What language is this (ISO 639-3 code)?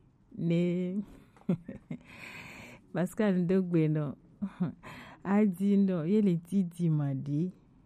gej